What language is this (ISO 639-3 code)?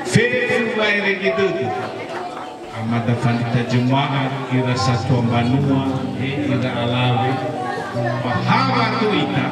nia